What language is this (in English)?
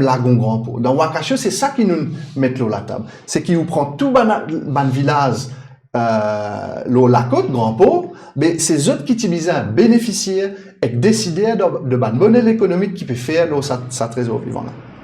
Morisyen